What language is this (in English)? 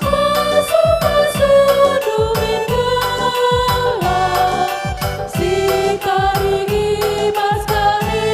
Batak Karo